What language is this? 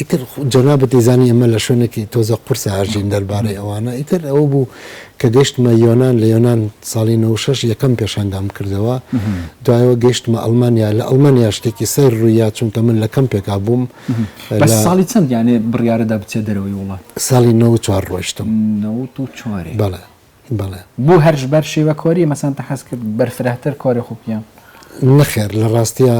Central Kurdish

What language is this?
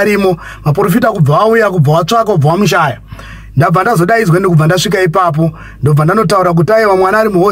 Shona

